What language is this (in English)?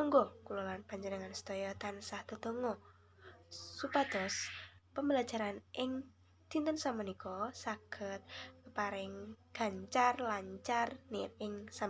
Javanese